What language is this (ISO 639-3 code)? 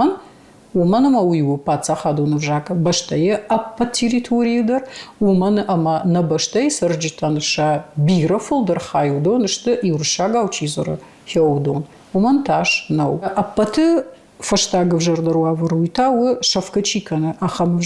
oss